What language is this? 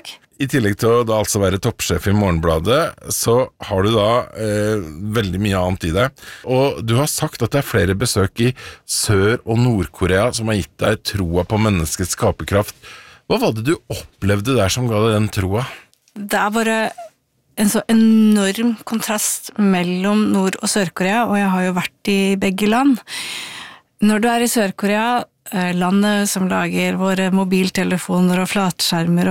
Norwegian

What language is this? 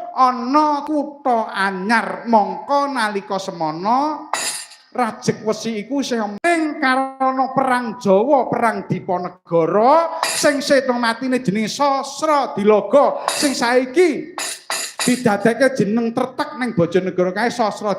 Javanese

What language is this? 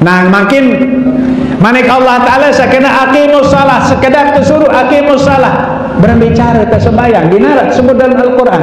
Sasak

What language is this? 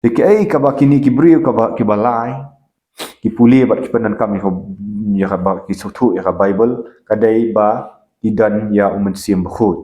Khasi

